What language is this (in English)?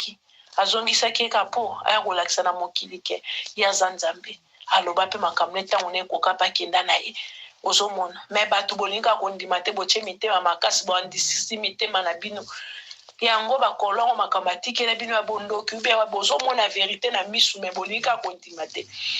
Lingala